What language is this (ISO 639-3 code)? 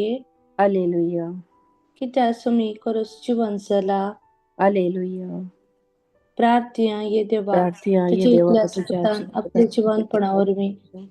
kok